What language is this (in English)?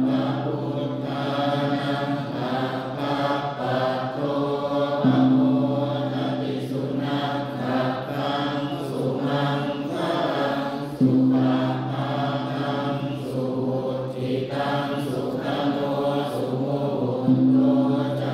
Pali